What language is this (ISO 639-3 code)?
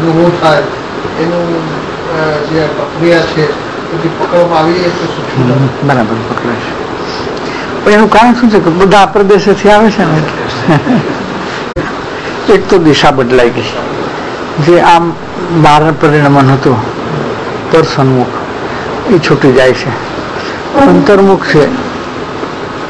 guj